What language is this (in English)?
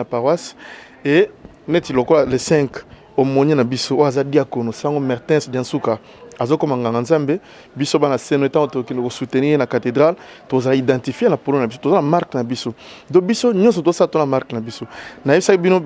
Lingala